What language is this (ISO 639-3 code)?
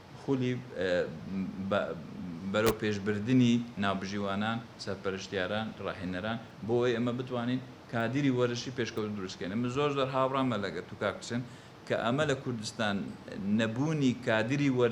ckb